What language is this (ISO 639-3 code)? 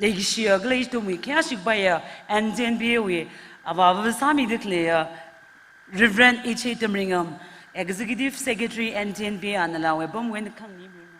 nmf